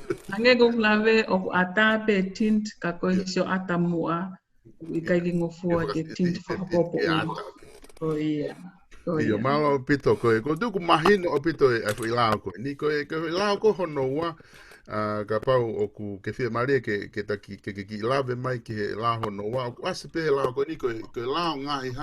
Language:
Tongan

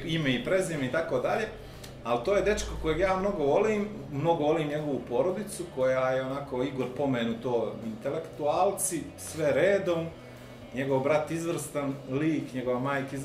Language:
Bosnian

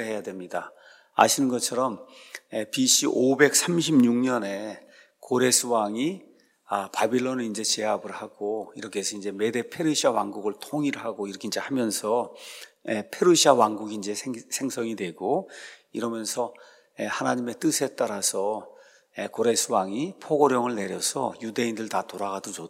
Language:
Korean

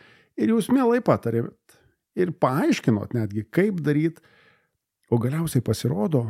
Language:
Lithuanian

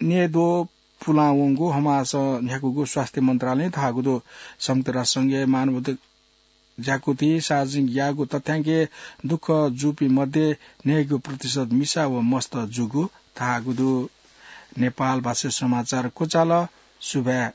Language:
Newari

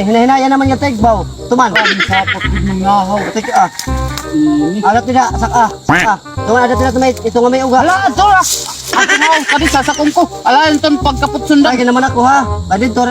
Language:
Waray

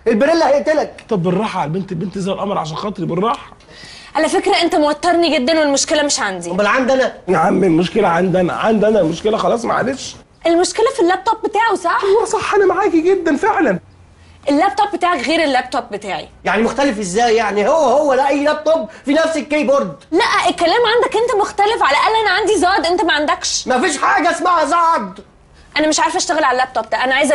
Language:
Egyptian Arabic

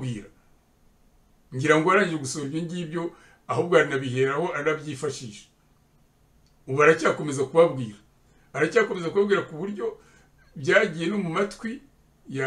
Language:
Kinyarwanda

